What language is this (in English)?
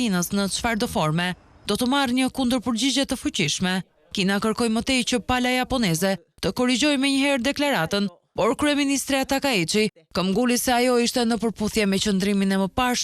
Albanian